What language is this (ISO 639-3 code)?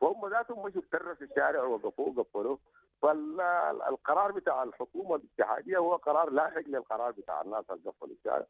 apd